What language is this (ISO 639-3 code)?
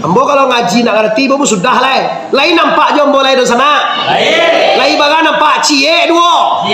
min